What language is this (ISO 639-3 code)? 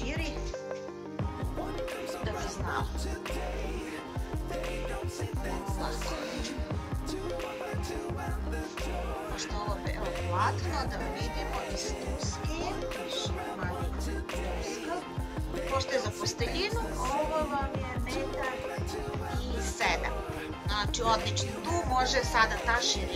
srp